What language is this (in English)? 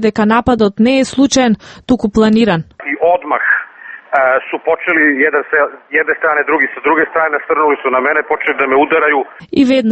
Macedonian